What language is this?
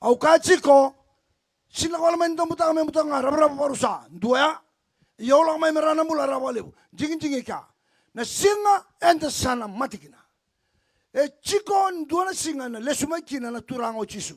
Fijian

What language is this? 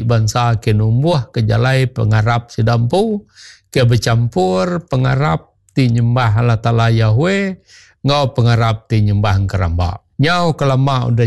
Iban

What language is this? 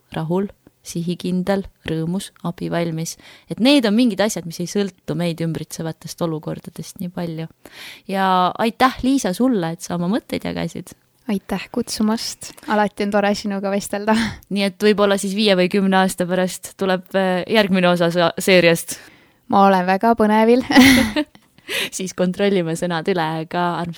Estonian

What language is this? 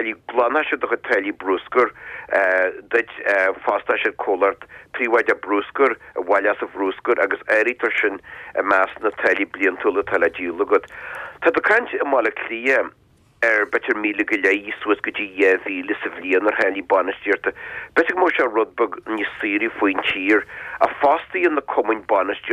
Irish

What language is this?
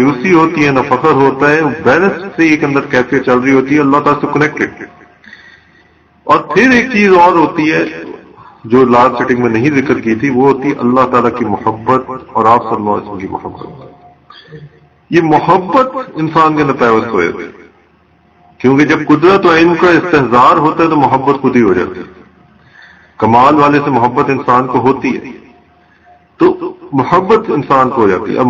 Urdu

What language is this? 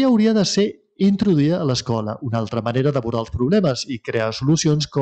Catalan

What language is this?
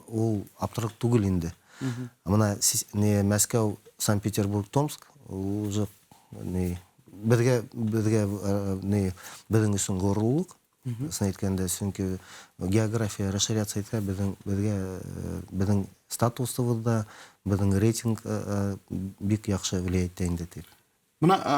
Bashkir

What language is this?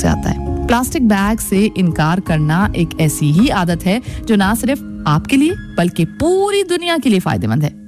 Hindi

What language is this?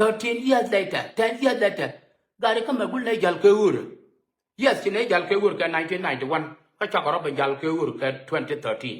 Nuer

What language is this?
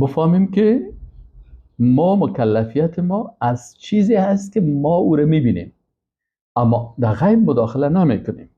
Persian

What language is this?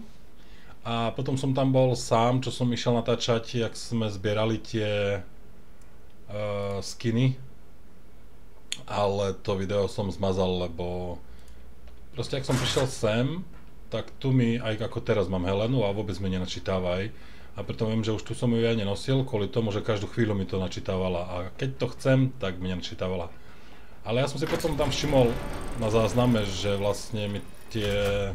Slovak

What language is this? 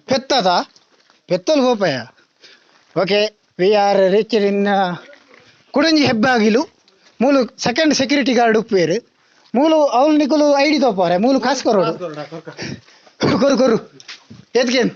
Tulu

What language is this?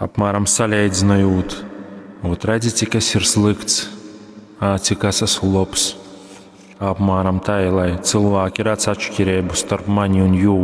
Latgalian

